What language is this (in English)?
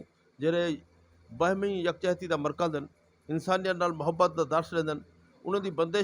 Saraiki